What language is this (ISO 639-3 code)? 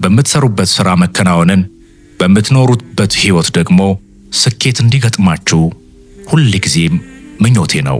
amh